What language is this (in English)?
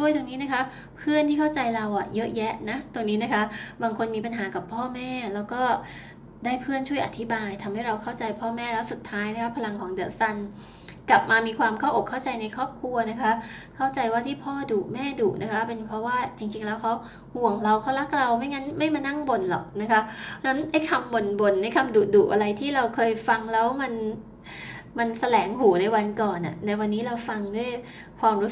Thai